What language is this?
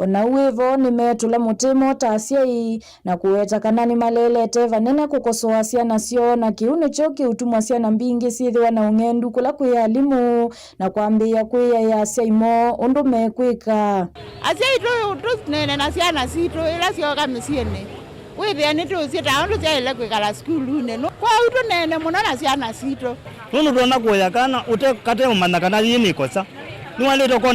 Kamba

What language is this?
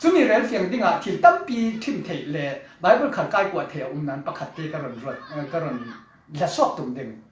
Falam Chin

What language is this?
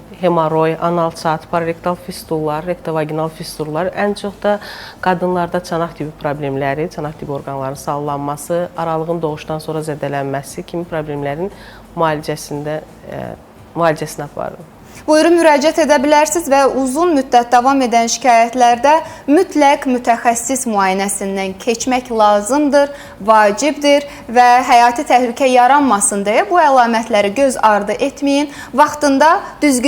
Azerbaijani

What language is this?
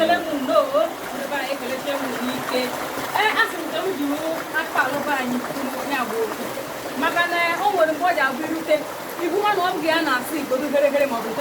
Igbo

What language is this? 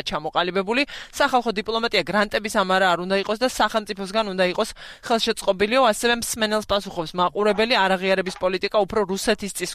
Georgian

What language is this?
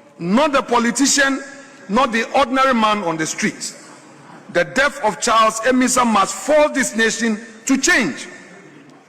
Ewe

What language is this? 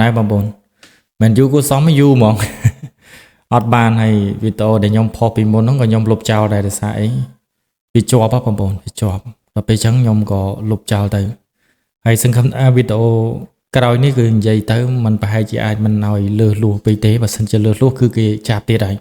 Khmer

